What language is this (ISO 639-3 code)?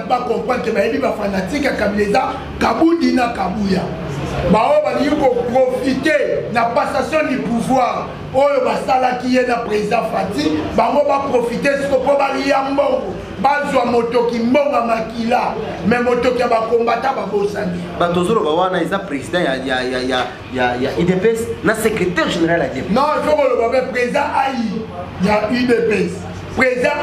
lin